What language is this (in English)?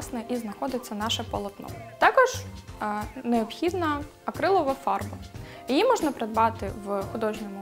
Ukrainian